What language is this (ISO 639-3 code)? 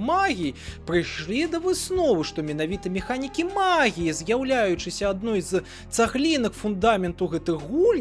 bel